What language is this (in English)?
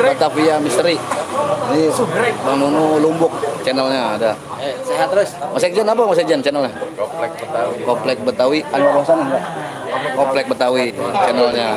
Betawi